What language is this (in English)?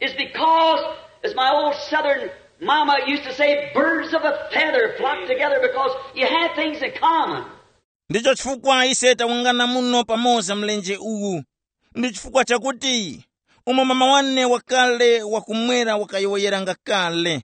Tumbuka